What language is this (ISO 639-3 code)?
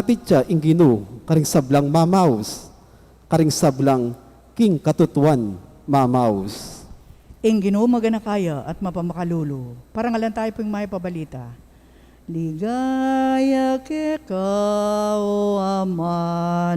pam